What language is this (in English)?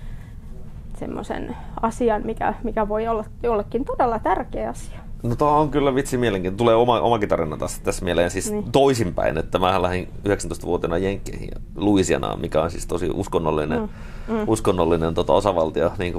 Finnish